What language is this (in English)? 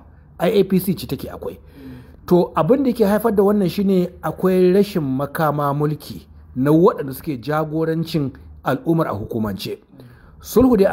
Hausa